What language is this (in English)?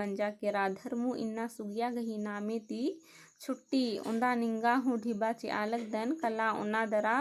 Kurukh